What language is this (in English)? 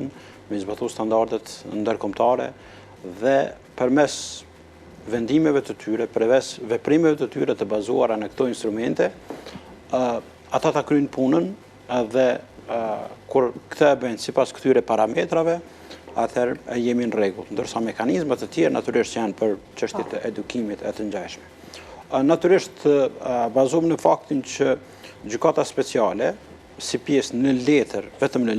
Albanian